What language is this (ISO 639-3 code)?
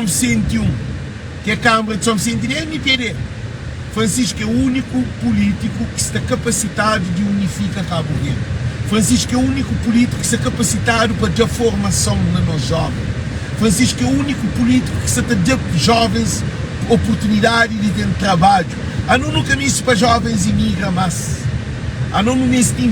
kea